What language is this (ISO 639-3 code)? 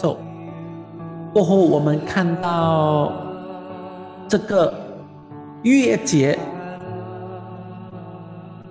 zho